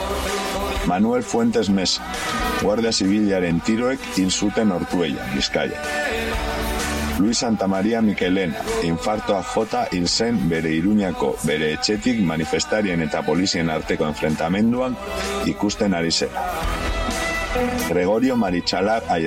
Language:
Basque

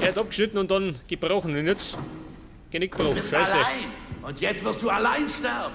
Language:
Bavarian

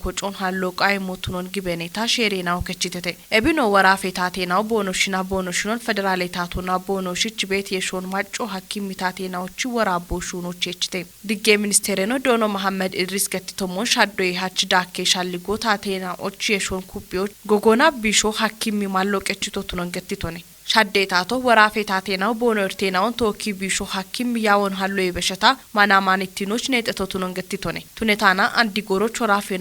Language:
Kafa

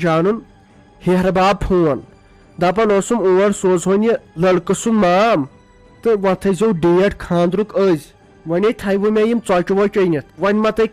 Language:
Kashmiri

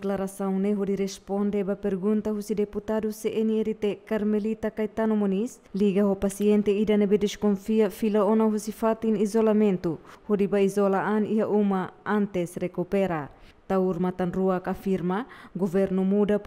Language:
Tetum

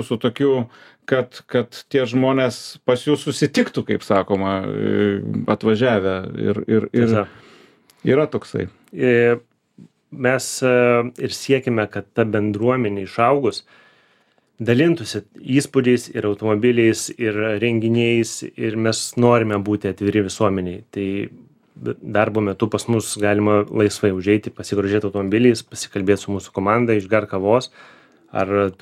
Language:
Lithuanian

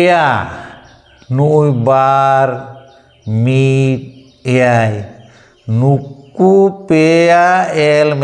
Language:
Santali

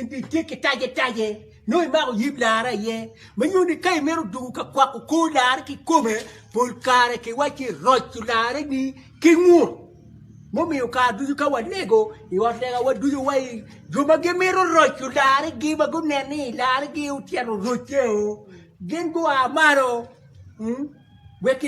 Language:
Acoli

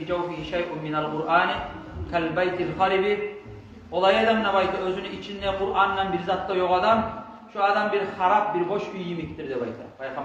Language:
Kumyk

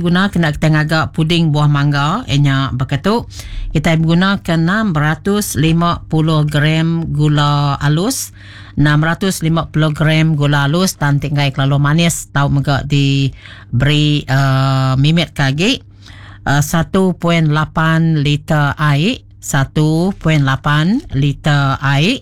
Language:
Iban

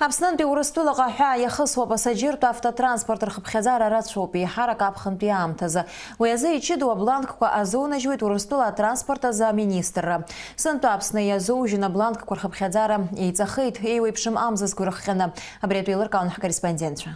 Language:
Abkhazian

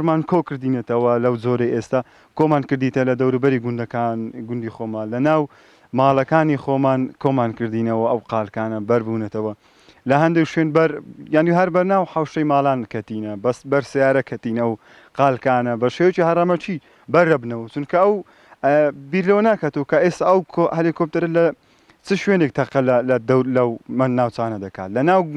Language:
Central Kurdish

